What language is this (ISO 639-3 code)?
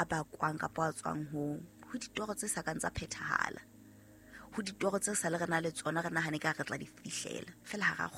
sot